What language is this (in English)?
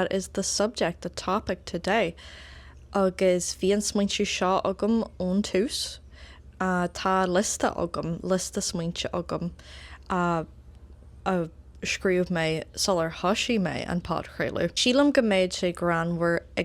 Irish